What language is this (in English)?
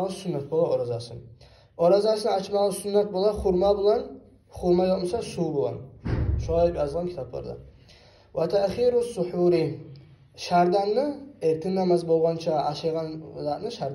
Kumyk